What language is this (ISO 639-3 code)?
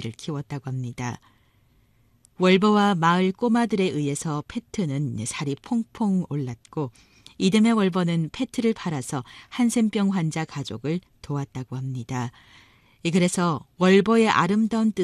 kor